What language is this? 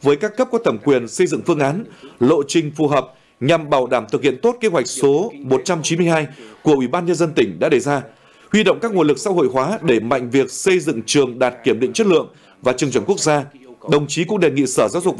Vietnamese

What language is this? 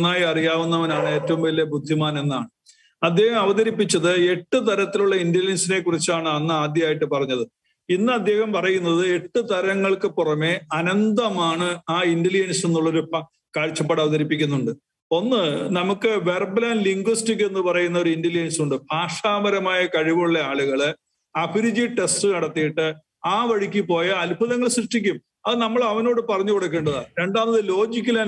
Malayalam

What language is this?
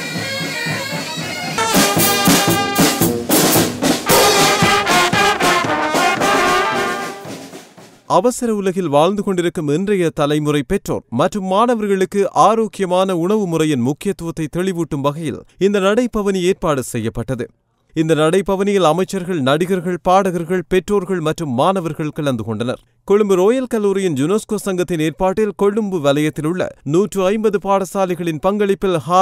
Tamil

